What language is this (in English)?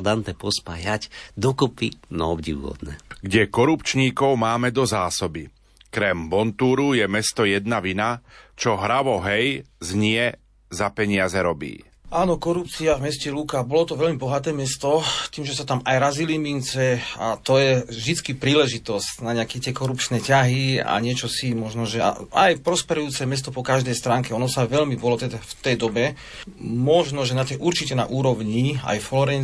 Slovak